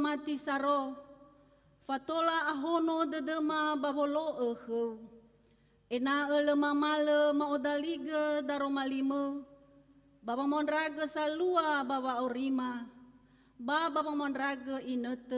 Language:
Nias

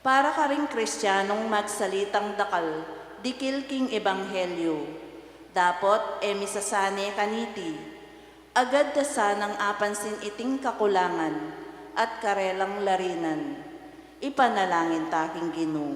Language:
Pampanga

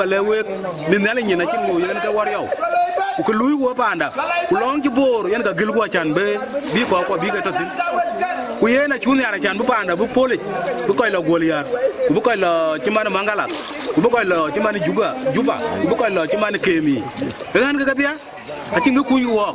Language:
Dinka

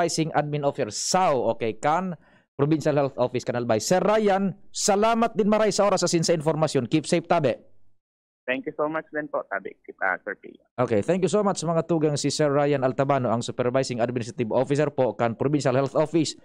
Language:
Bikol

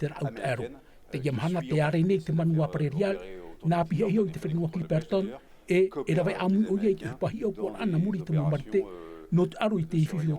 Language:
Tahitian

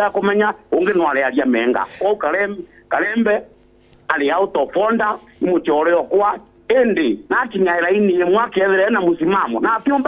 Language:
Meru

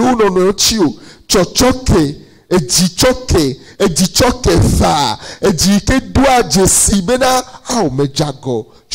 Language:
Ewe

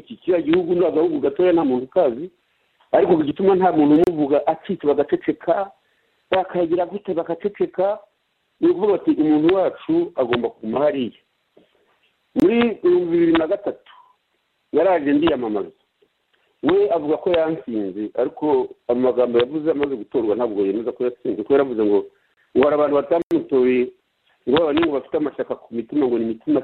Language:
Kinyarwanda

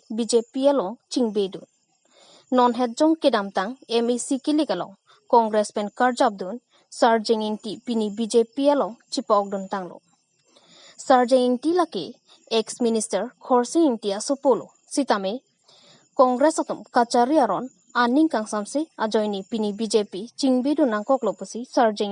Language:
Karbi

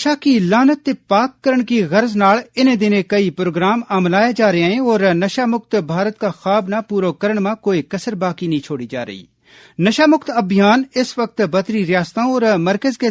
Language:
Gujari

